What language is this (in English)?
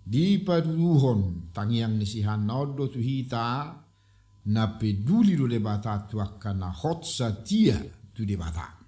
Batak Toba